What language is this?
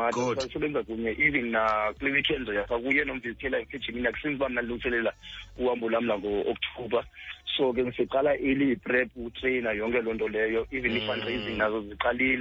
Xhosa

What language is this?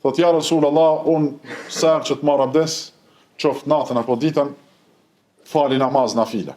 Albanian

